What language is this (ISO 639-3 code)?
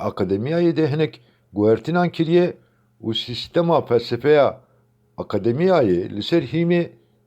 kur